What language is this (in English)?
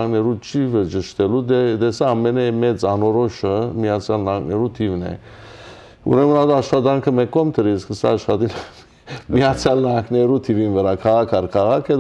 Western Armenian